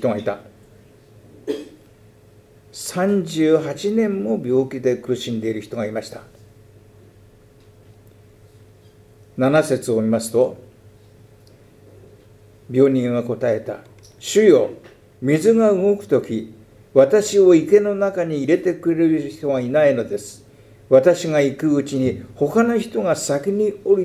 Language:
Japanese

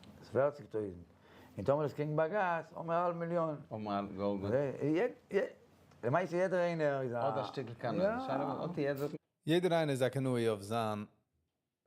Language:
Yiddish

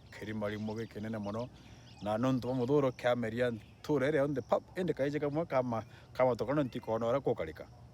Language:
Meru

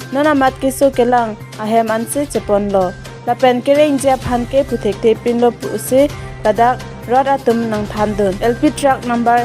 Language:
Karbi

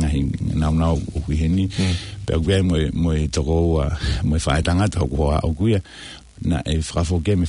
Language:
Tongan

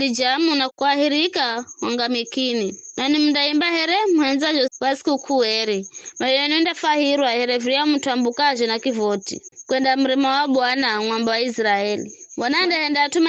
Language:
Giryama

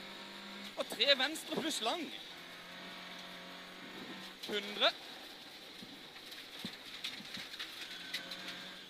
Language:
Norwegian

